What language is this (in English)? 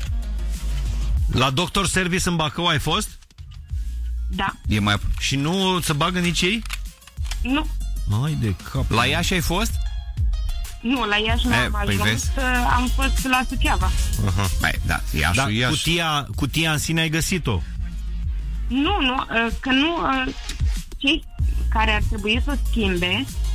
Romanian